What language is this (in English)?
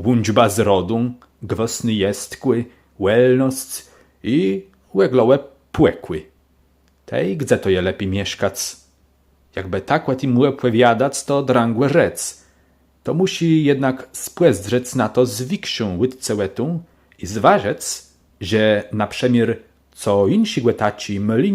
Kashubian